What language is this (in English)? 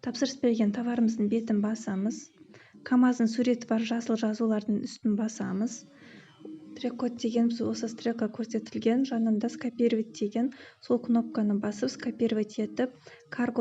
Kazakh